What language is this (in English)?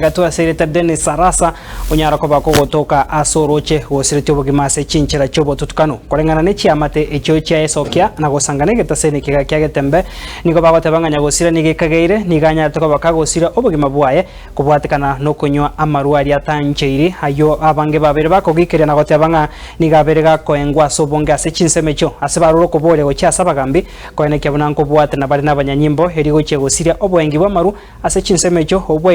Gusii